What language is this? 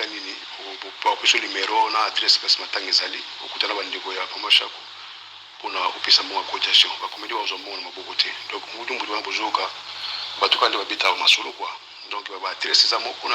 Lingala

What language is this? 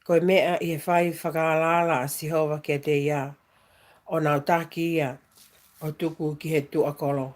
Tongan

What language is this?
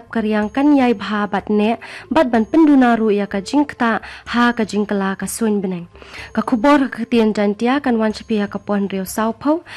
Khasi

